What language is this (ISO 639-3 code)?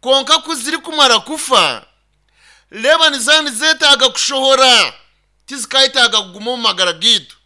nyn